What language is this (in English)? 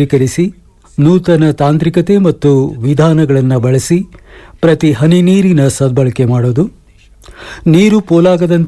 Kannada